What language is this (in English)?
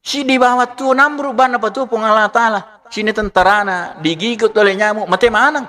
Buginese